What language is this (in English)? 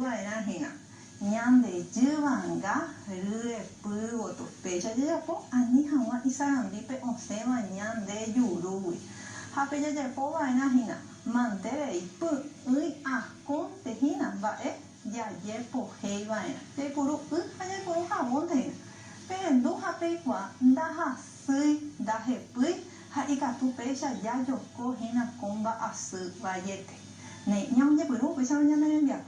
Guarani